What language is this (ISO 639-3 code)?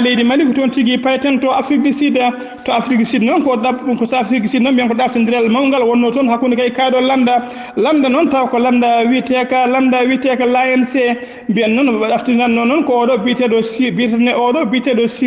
ful